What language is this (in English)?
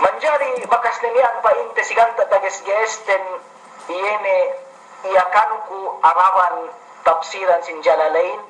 Yakan